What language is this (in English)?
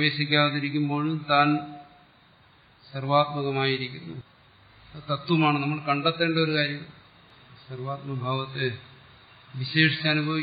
Malayalam